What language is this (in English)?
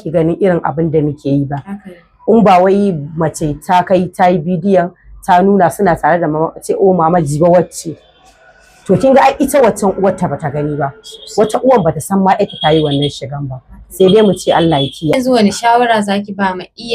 Hausa